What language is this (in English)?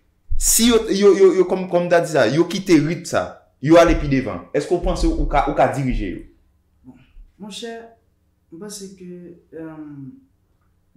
Haitian Creole